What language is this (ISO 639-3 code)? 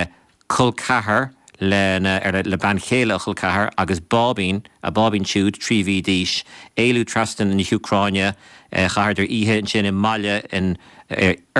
gle